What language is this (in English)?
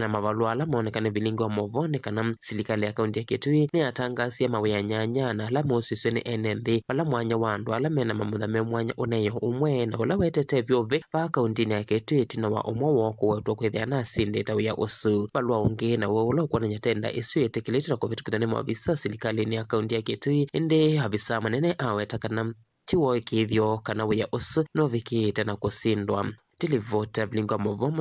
Kamba